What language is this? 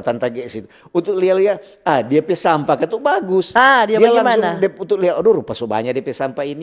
Manado Malay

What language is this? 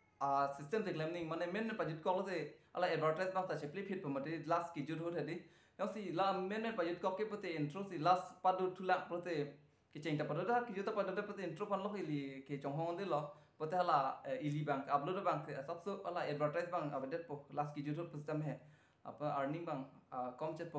Karbi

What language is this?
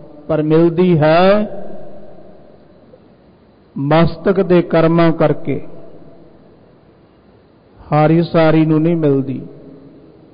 Punjabi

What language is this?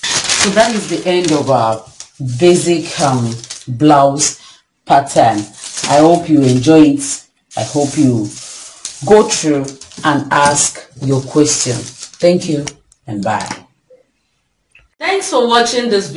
English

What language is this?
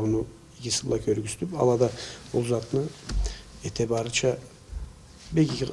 Karachay-Balkar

